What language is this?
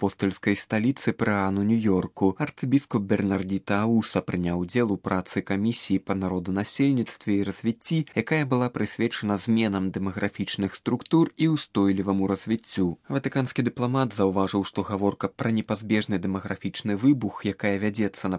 Belarusian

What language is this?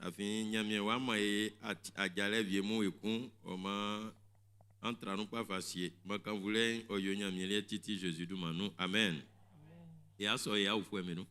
Baoulé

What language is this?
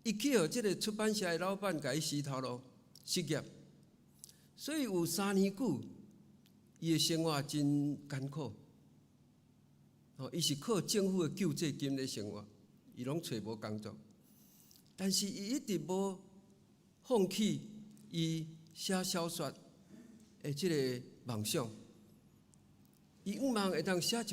Min Nan Chinese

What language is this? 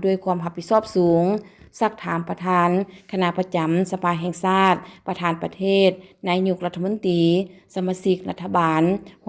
Lao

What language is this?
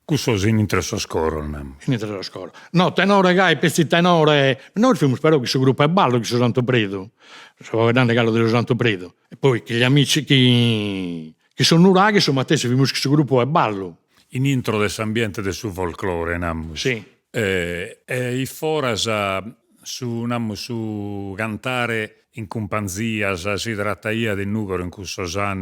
Sardinian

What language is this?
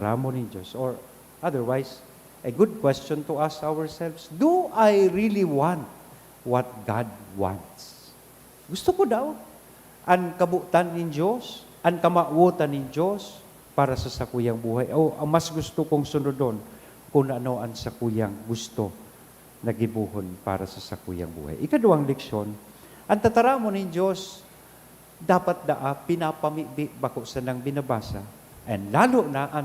Bikol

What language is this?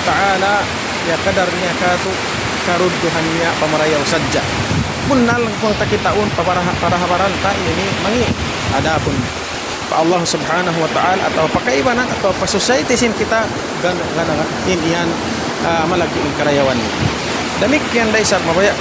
Tausug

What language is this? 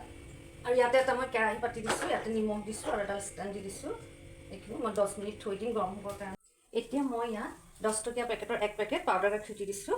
Assamese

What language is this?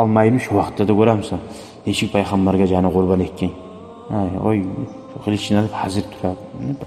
Kumyk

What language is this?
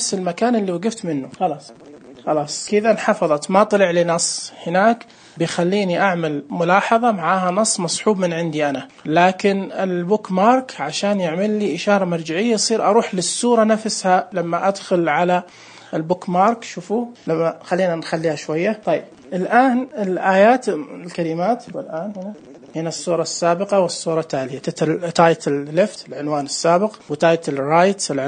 Najdi Arabic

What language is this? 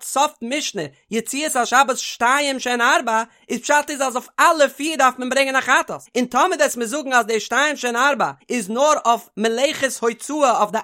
Yiddish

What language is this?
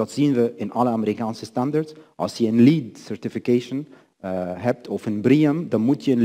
Dutch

